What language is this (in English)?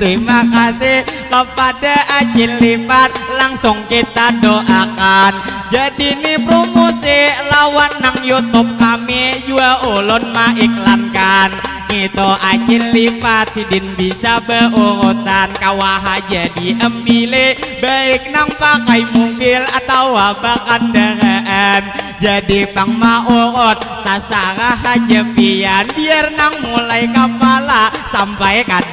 Banjar